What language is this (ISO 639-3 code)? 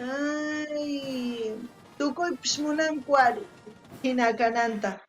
quh